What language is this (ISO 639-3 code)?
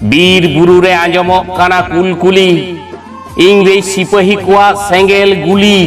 sat